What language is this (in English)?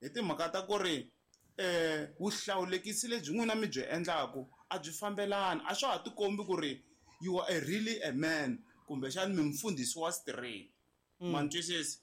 Tsonga